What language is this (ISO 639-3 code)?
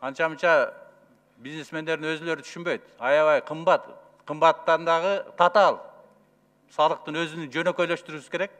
kir